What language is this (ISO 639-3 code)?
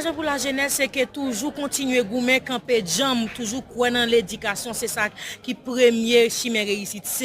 hat